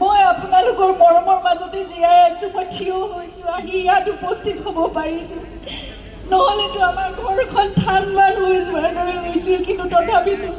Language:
Assamese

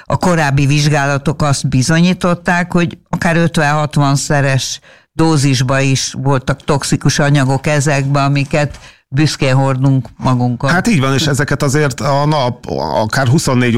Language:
Hungarian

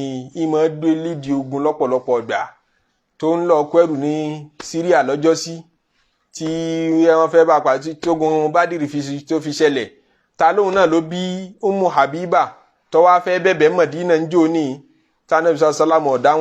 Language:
Yoruba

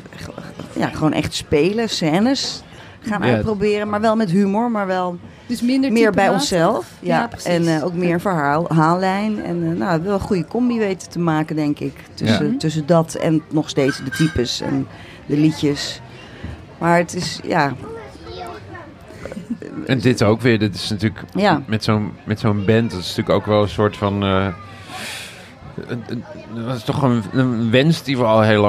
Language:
Dutch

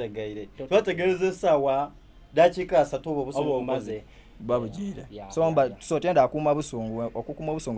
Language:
Soga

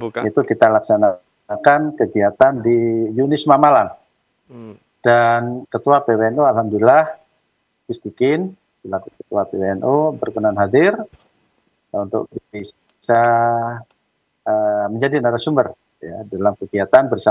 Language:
Indonesian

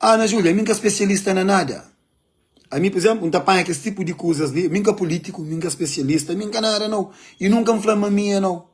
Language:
Kabuverdianu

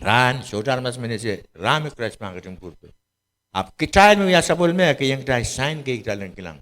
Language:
Pohnpeian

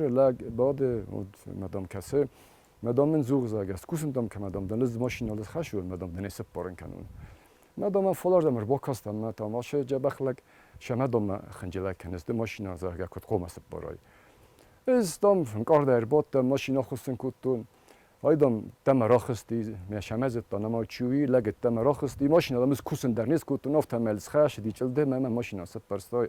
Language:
Ossetic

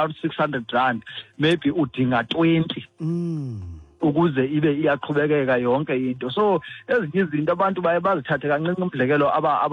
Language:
Xhosa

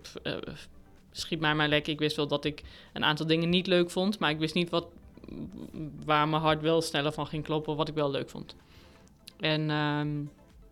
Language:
Dutch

